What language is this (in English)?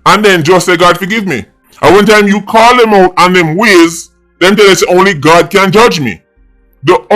Jamaican Creole English